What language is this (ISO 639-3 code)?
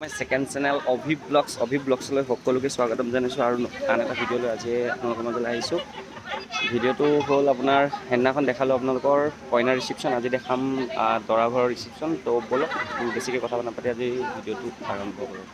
asm